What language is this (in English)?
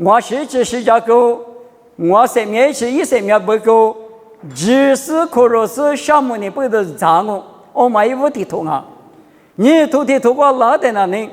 Lisu